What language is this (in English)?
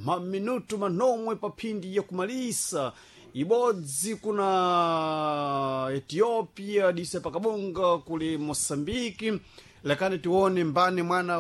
Sena